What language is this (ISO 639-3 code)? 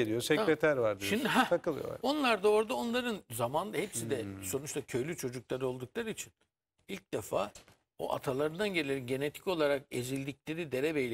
tur